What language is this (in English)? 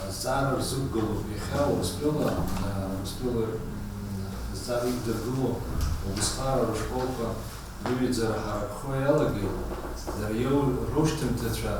Abkhazian